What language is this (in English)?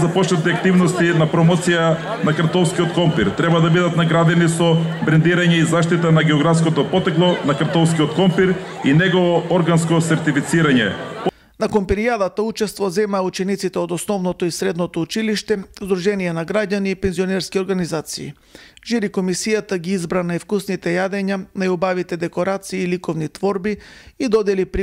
Macedonian